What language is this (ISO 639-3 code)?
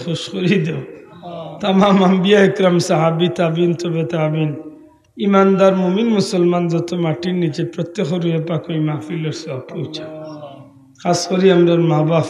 syl